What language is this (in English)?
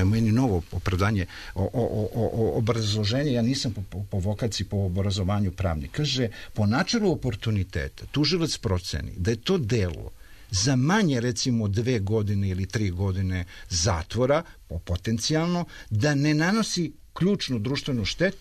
Serbian